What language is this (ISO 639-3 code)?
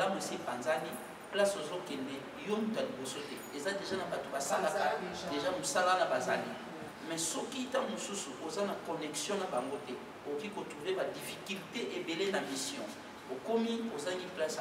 lin